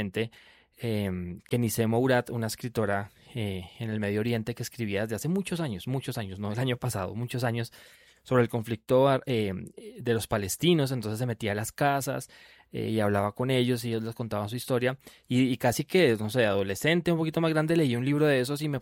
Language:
Spanish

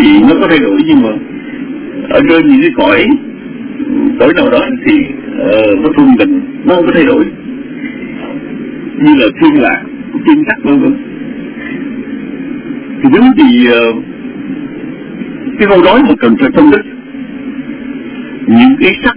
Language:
Vietnamese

